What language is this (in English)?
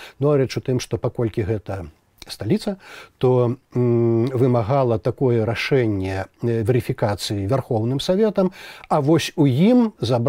Belarusian